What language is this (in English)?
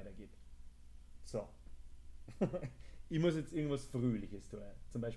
Bavarian